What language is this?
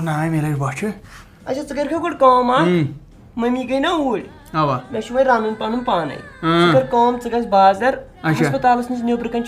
Kashmiri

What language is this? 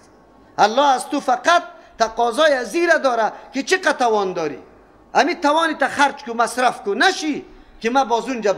Persian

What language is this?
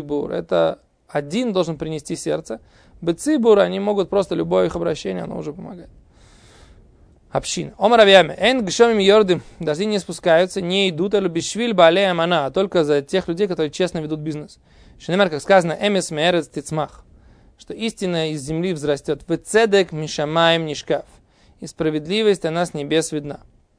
Russian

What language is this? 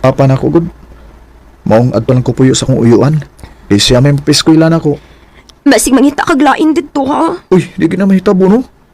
Cebuano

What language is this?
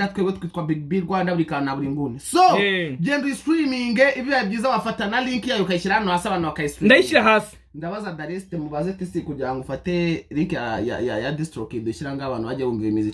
Kinyarwanda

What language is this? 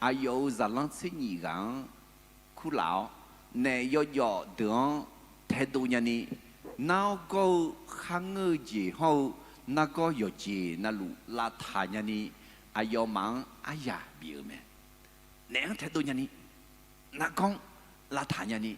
Akha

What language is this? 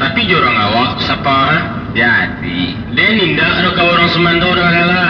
Minangkabau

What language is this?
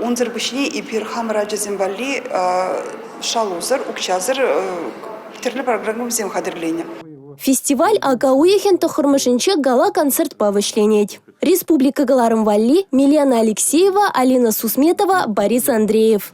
Chuvash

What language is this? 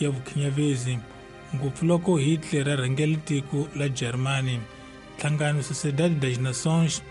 Tsonga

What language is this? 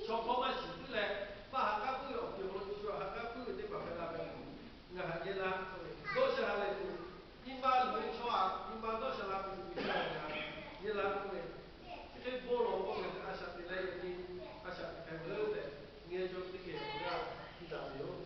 Lahu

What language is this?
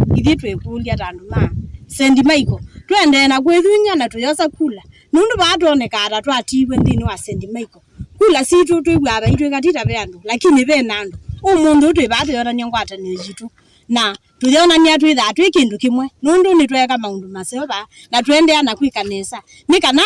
Kamba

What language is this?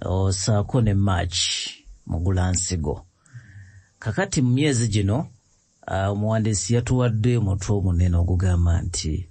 Ganda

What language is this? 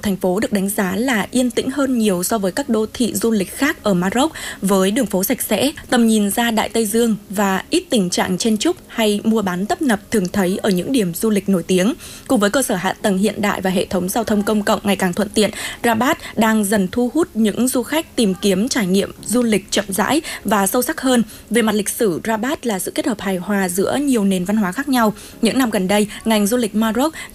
Vietnamese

